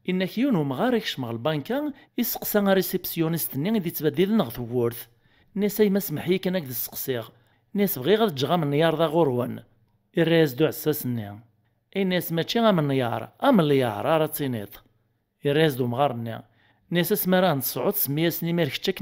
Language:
Kabyle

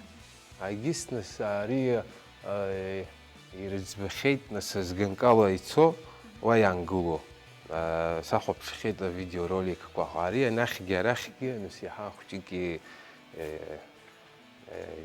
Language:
Abkhazian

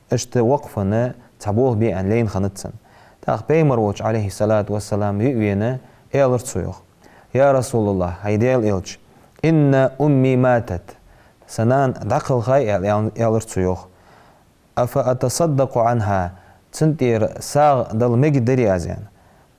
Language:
Ingush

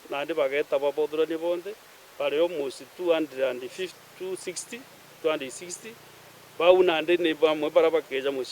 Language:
Meru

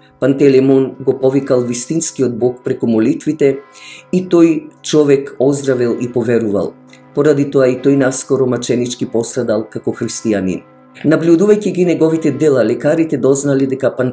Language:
Macedonian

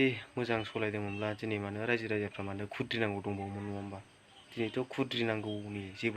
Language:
Bodo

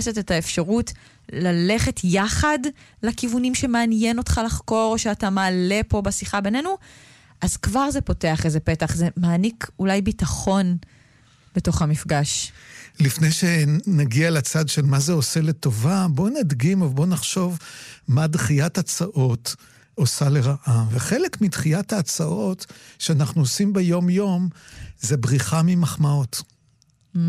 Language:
Hebrew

